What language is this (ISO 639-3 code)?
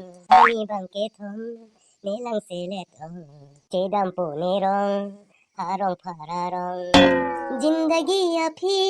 mjw